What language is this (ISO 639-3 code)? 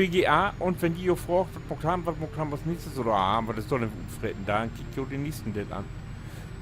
nds